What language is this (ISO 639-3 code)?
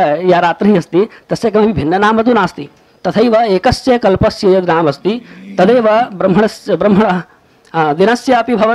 san